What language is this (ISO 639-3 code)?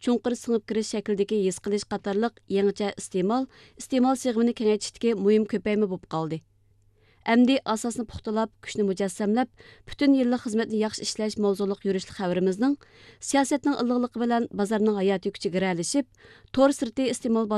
uig